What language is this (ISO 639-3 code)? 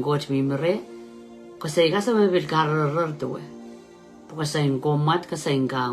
pon